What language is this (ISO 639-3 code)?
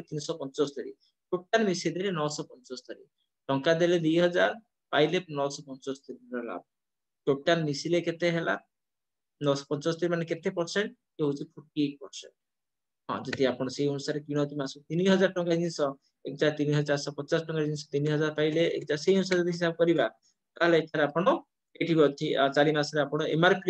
ori